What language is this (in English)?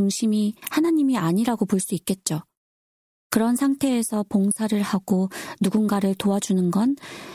Korean